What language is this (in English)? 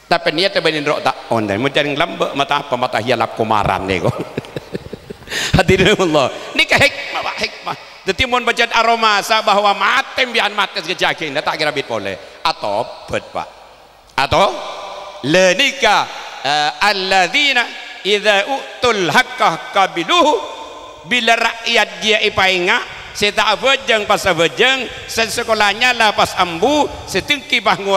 Madurese